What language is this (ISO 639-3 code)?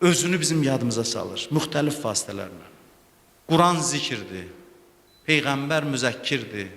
aze